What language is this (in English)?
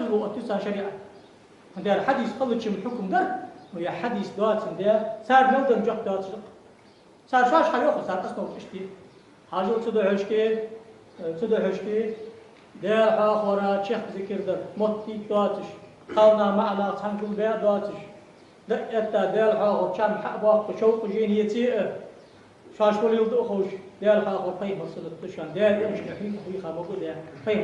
Ingush